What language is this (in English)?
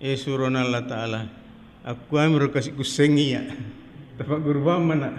Buginese